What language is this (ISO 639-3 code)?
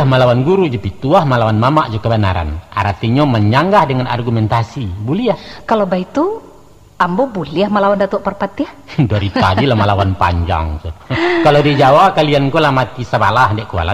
min